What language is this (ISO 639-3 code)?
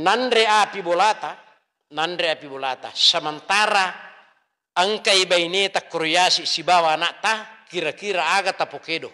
bug